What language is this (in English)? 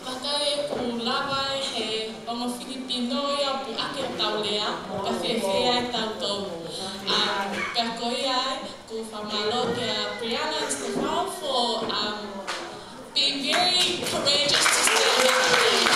Tongan